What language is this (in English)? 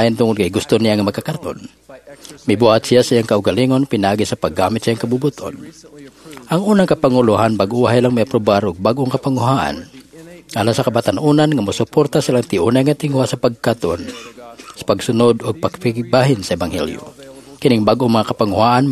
Cebuano